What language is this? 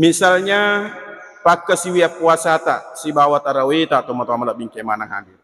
Buginese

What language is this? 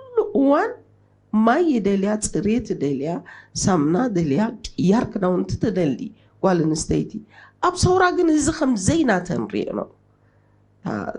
Tigrinya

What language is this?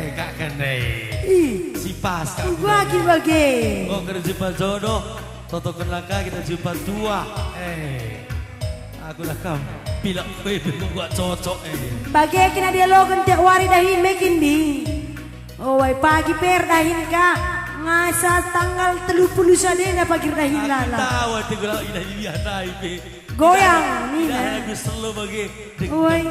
Batak Karo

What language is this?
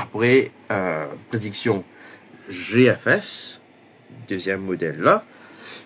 Morisyen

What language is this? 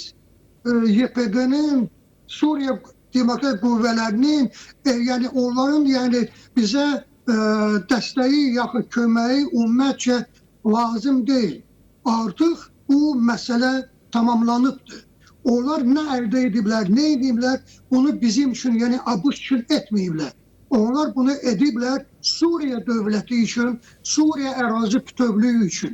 Azerbaijani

